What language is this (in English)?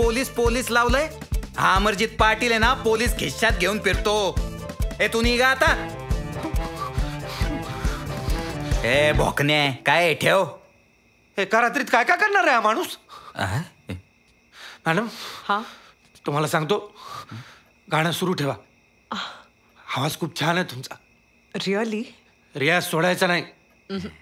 Marathi